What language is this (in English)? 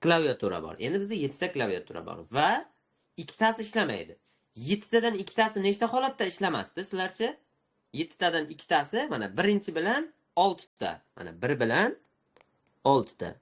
Uzbek